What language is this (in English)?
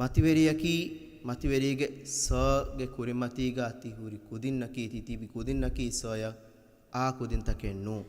Divehi